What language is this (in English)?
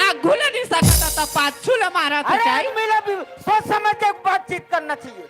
Chhattisgarhi